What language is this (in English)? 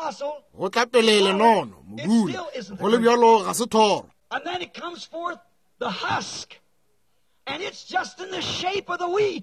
Northern Sotho